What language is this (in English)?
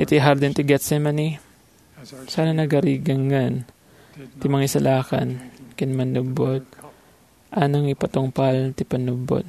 Iloko